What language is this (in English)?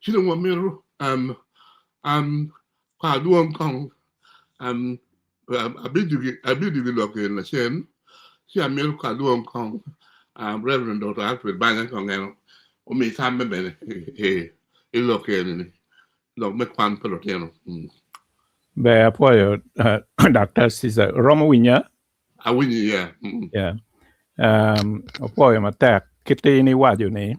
Acoli